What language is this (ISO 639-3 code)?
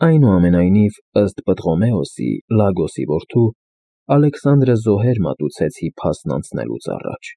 hye